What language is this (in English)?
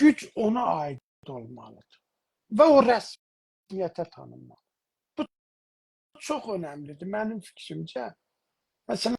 South Azerbaijani